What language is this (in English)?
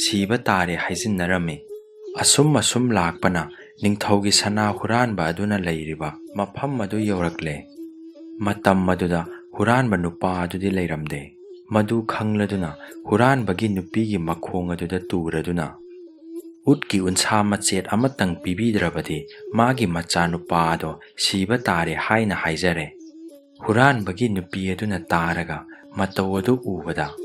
Manipuri